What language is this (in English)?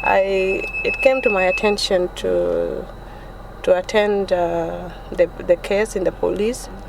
Nuer